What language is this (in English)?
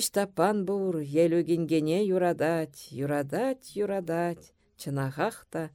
Chuvash